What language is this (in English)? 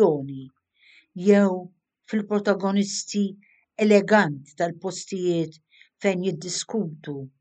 Maltese